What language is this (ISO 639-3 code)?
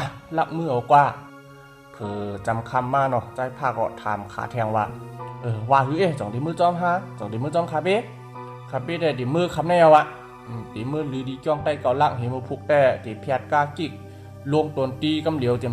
shn